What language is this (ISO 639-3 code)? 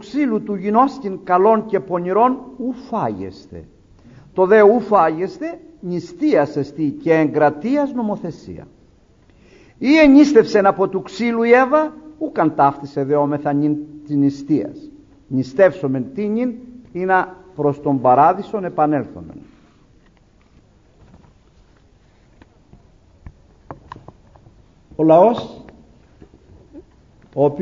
ell